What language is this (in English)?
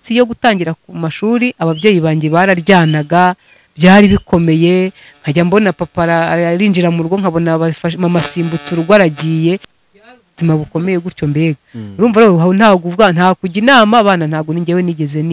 Kinyarwanda